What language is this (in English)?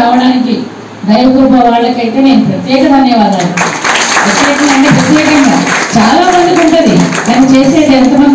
Telugu